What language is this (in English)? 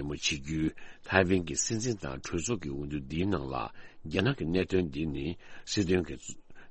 Tibetan